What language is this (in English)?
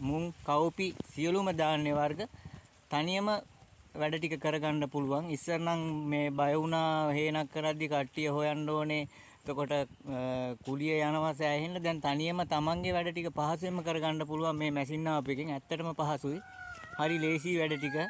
Sinhala